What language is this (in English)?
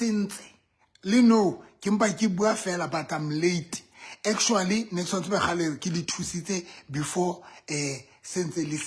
Southern Sotho